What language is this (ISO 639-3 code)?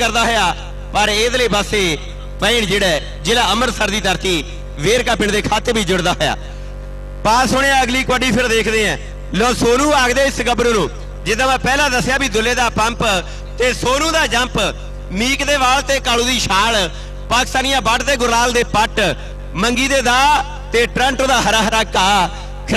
pan